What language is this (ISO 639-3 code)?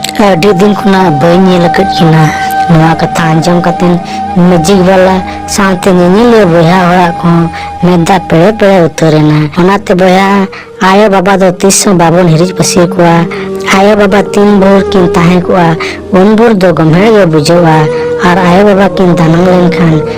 sat